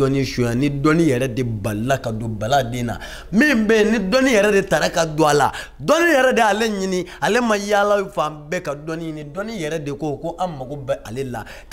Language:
Bambara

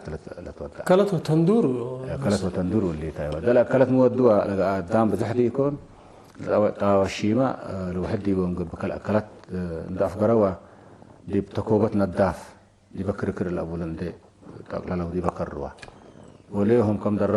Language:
Tigre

